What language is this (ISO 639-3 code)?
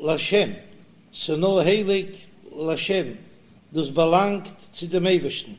yid